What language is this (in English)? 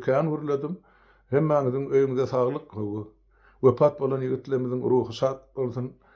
Turkmen